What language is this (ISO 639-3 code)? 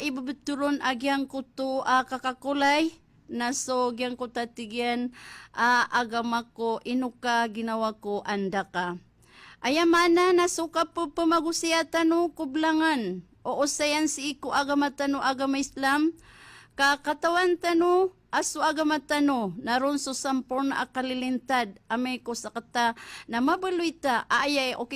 mrw